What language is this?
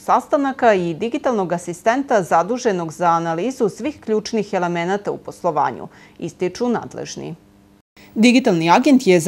Serbian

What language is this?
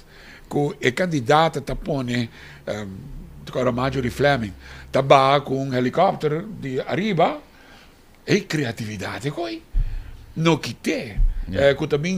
Papiamento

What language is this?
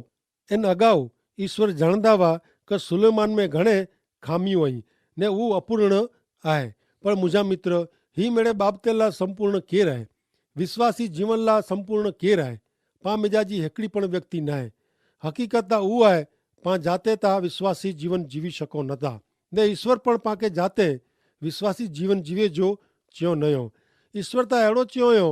Kachhi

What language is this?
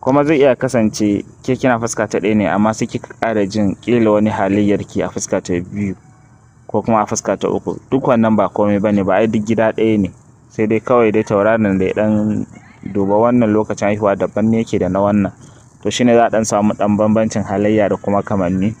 Hausa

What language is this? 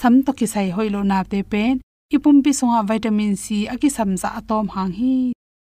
Tedim Chin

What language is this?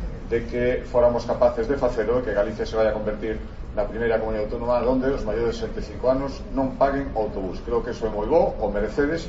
Galician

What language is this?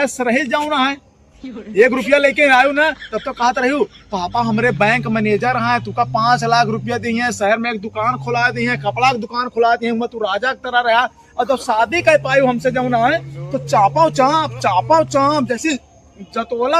Awadhi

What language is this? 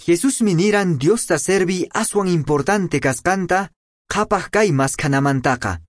Quechua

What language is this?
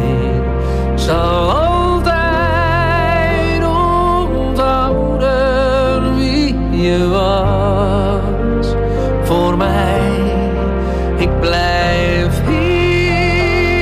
Dutch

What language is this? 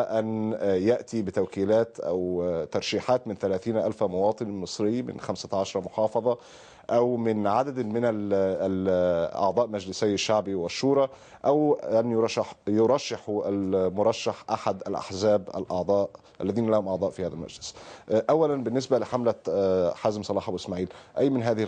Egyptian Arabic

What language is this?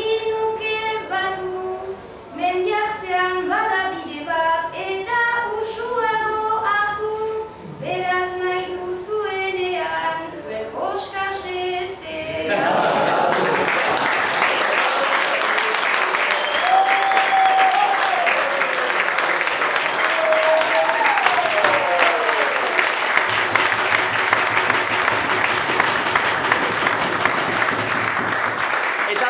Basque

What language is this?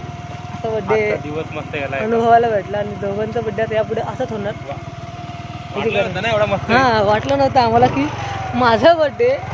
Marathi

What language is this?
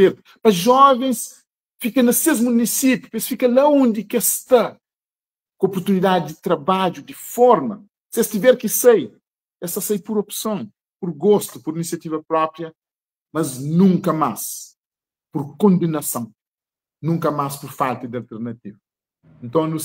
Kabuverdianu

